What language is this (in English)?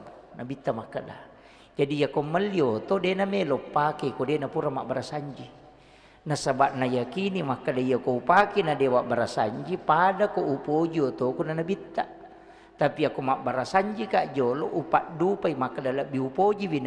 Buginese